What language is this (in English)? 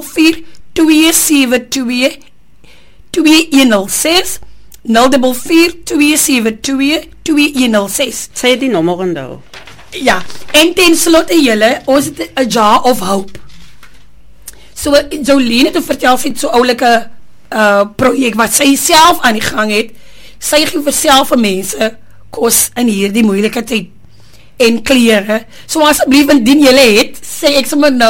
Afrikaans